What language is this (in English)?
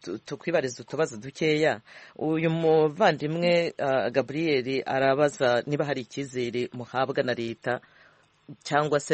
Kinyarwanda